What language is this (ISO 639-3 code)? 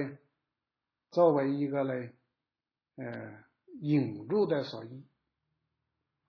zho